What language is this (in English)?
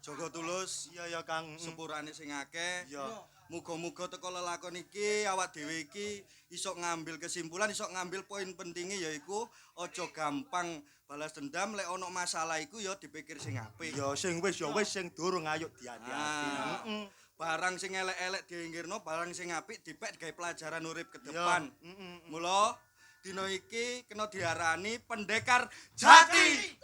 Javanese